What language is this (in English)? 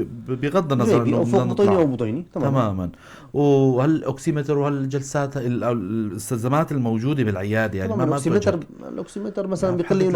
North Levantine Arabic